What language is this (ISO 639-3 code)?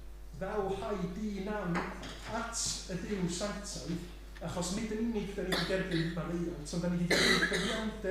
cym